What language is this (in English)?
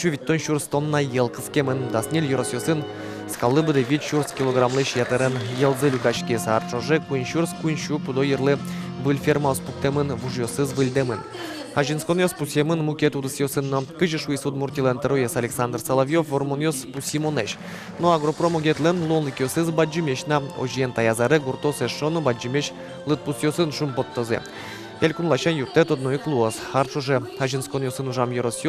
Udmurt